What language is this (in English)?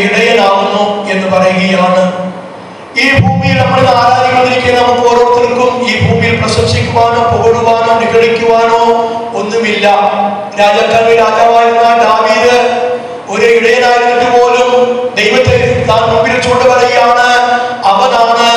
Malayalam